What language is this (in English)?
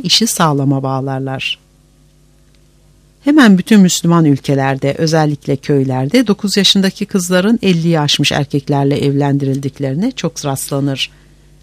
Turkish